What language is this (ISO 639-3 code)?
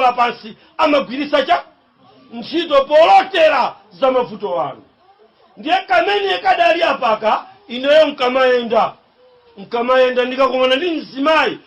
nya